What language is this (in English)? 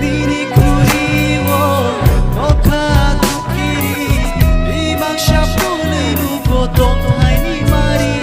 Kok Borok